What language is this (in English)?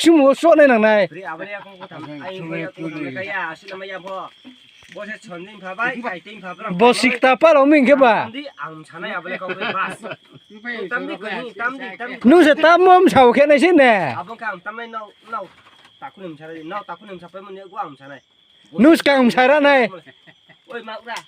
Riang (India)